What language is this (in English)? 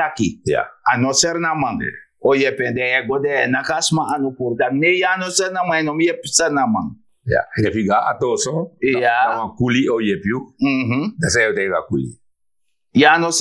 Sranan Tongo